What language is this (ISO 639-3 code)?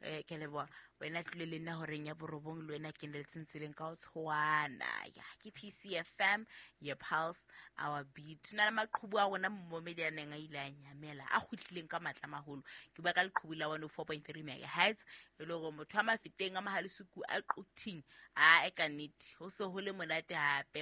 sot